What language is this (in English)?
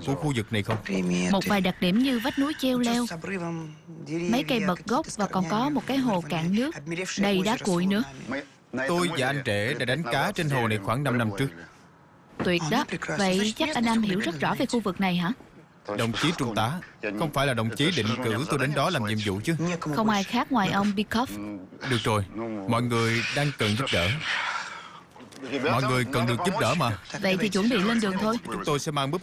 Vietnamese